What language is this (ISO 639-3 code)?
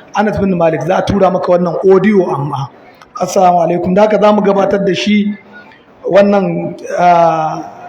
hau